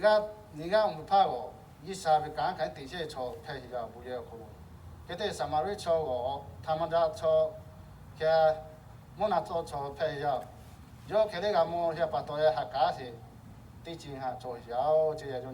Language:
Lahu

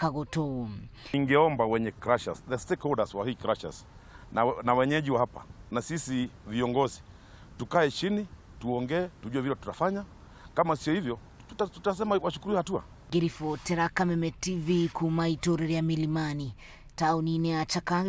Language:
Kikuyu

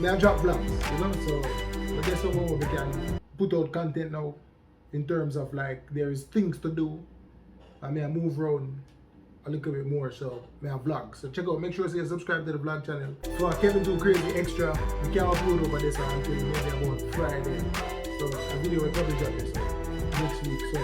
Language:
Jamaican Creole English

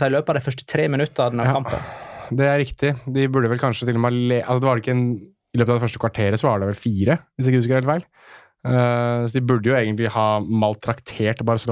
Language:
Norwegian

